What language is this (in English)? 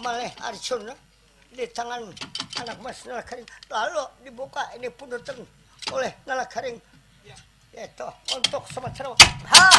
Banjar